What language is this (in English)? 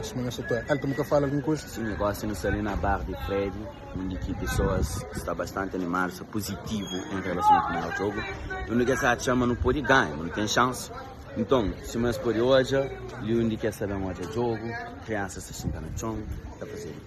Kabuverdianu